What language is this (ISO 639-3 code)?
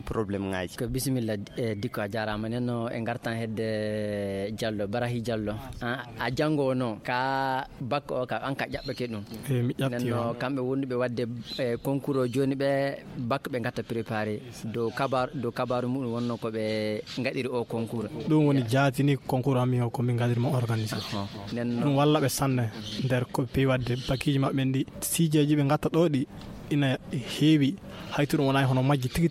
ful